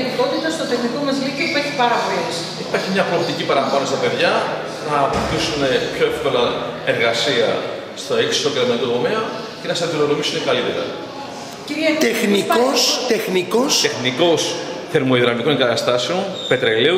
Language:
Greek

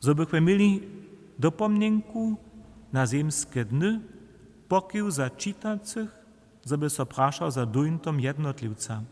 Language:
Upper Sorbian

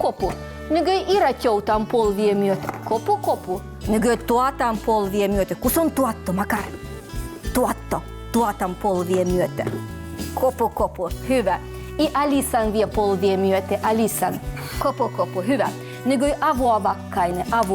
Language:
Livvi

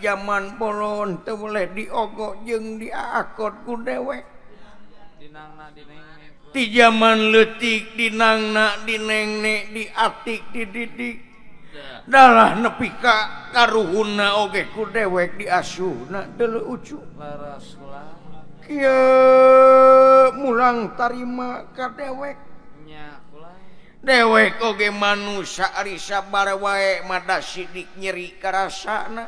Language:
Sundanese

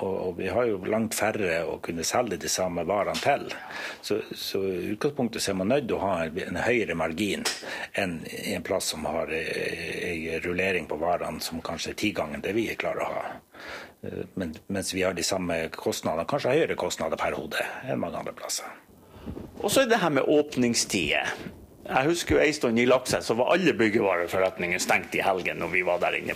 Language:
Norwegian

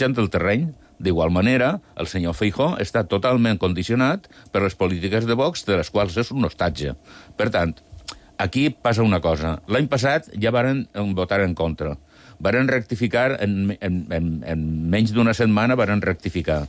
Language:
Catalan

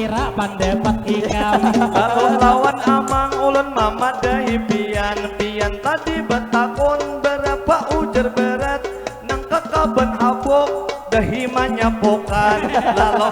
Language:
Banjar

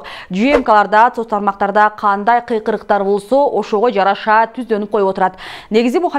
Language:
Kyrgyz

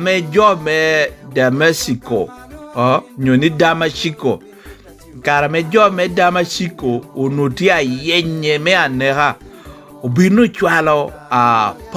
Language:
Lango (Uganda)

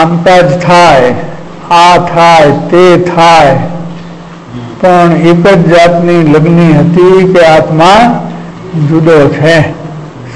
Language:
Gujarati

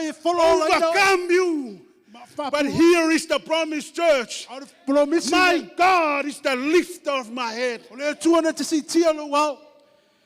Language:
Samoan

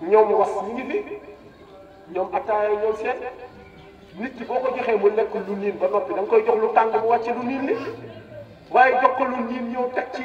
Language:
Wolof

